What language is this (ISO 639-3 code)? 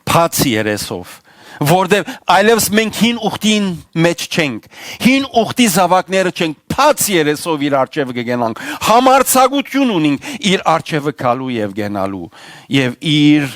hyw